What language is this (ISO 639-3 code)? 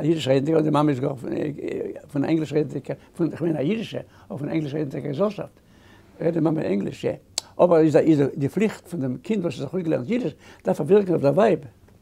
yid